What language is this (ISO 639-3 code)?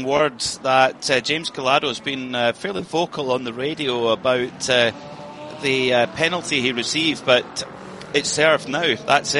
eng